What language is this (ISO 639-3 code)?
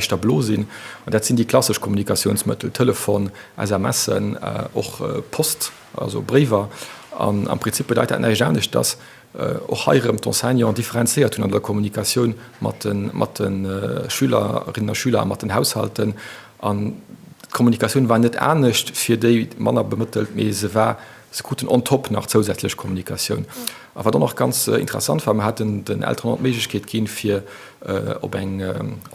ltz